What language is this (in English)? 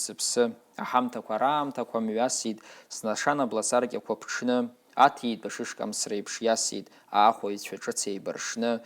Abkhazian